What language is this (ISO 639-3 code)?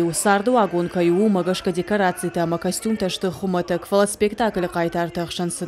oss